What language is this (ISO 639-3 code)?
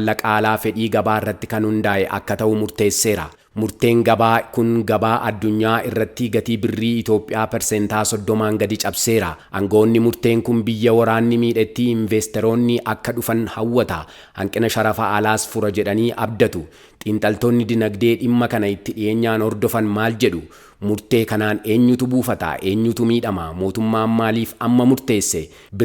orm